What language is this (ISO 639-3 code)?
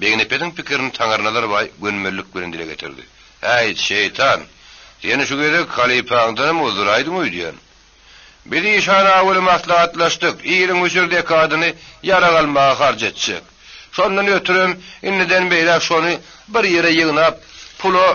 tuk